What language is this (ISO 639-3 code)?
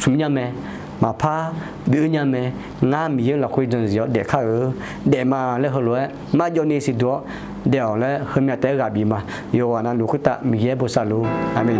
ahk